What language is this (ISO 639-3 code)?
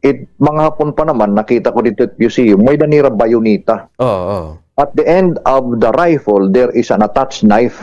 war